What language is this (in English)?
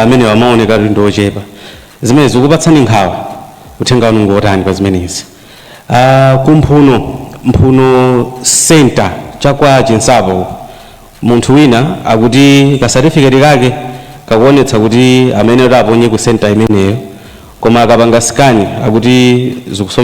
Nyanja